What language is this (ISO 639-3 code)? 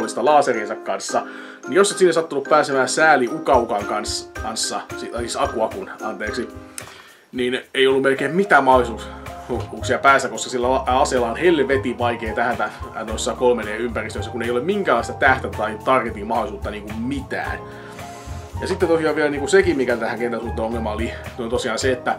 fin